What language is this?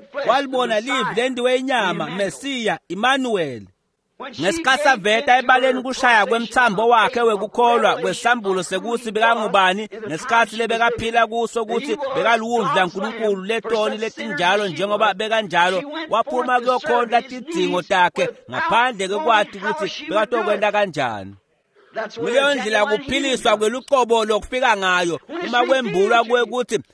Swati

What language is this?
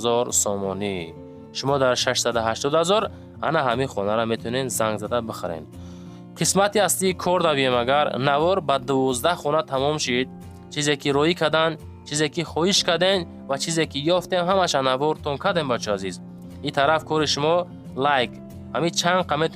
Tajik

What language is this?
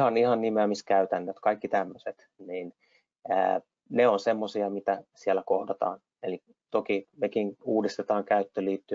Finnish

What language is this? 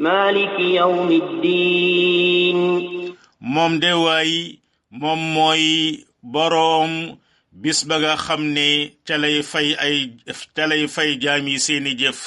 Wolof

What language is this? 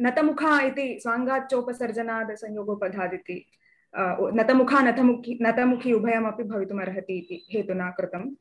Sanskrit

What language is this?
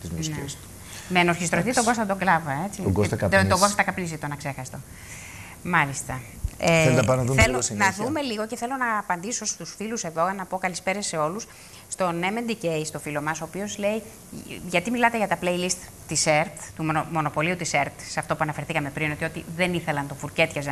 Greek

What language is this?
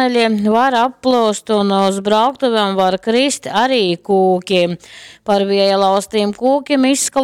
Latgalian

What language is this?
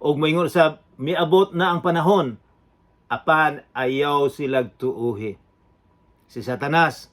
Cebuano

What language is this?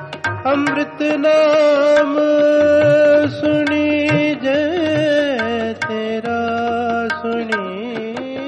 Punjabi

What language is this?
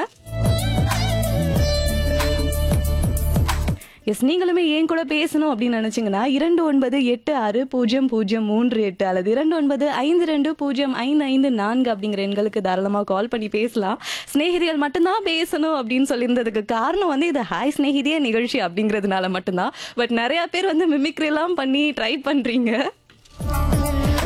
Tamil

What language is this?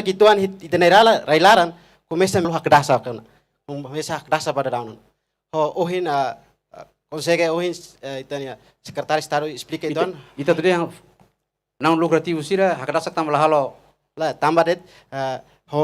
Tetum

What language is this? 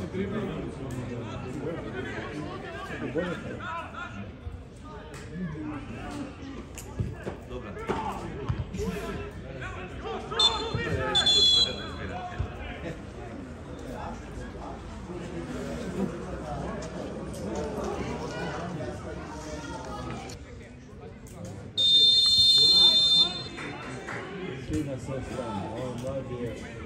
Serbian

